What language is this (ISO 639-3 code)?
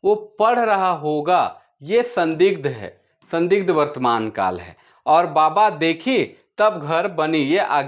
sck